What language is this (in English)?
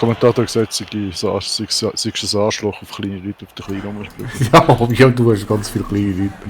Swiss German